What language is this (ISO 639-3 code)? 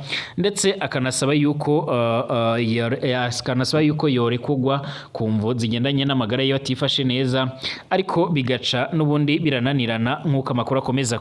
run